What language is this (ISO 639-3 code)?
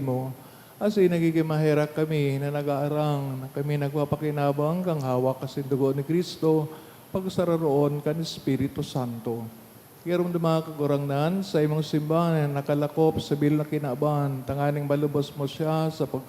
bik